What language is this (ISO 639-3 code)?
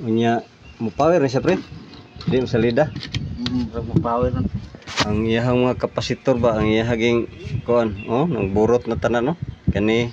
ceb